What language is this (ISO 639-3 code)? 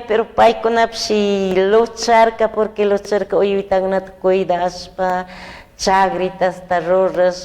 qug